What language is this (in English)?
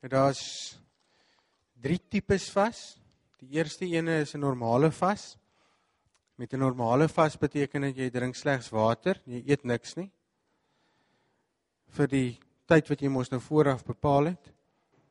Afrikaans